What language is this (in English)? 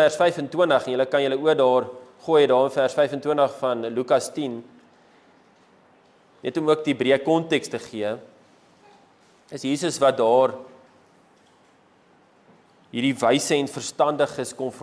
Afrikaans